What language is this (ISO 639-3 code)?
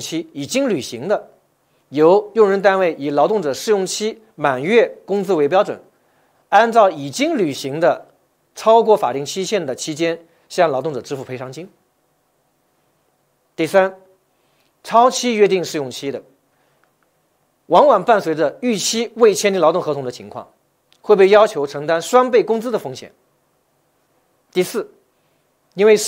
zho